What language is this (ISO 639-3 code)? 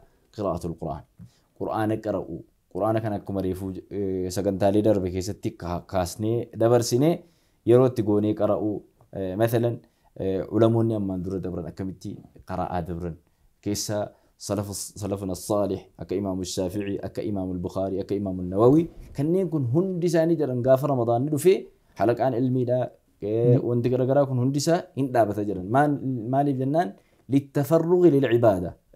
orm